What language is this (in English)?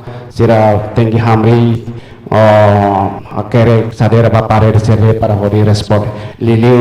Tetum